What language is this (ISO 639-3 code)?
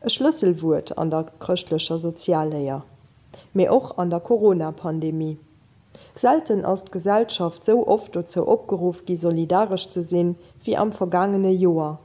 ltz